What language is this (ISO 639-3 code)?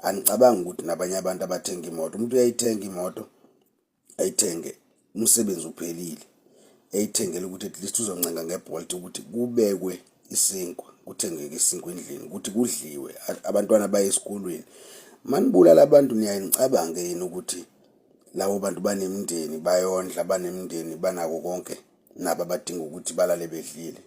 zul